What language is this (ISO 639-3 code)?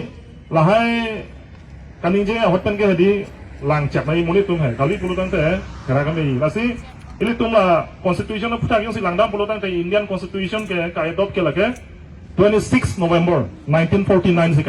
mjw